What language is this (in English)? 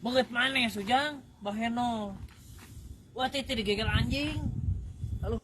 Sundanese